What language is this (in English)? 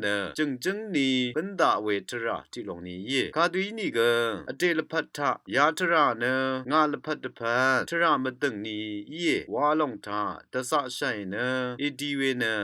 Rawang